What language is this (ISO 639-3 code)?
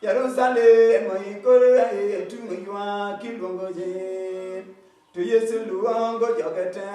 luo